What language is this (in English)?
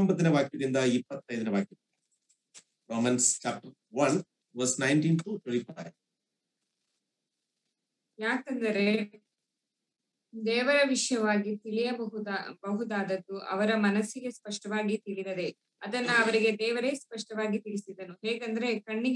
Kannada